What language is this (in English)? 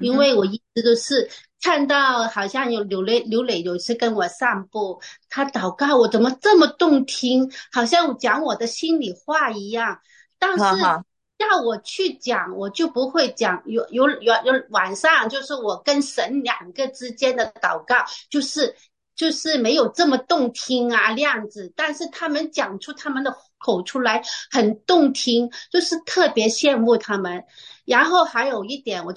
Chinese